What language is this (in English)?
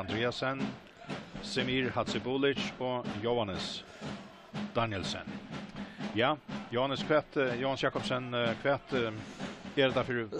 Faroese